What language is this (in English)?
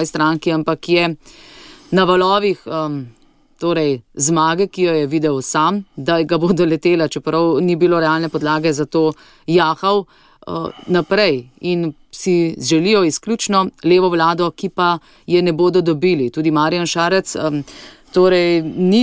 Slovenian